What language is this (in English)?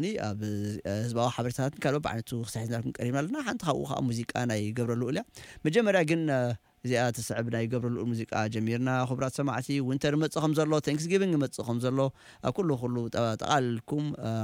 Tigrinya